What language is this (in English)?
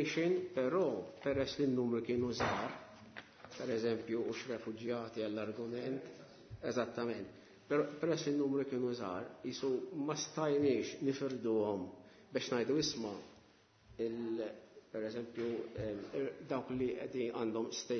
Maltese